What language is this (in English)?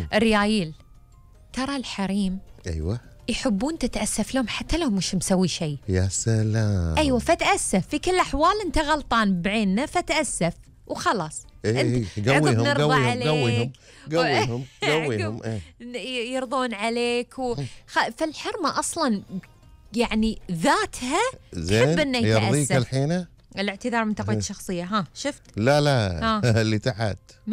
Gulf Arabic